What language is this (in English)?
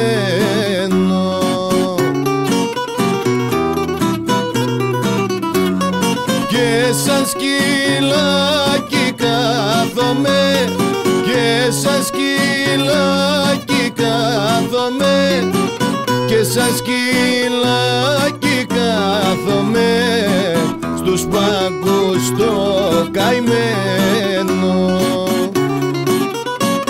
Greek